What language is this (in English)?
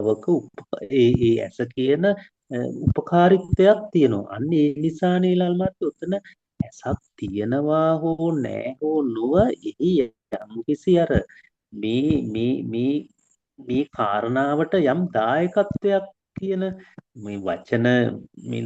Sinhala